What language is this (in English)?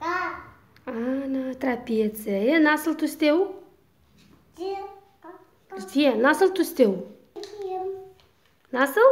Crimean Tatar